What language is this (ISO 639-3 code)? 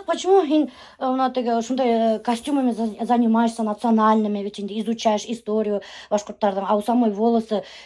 bak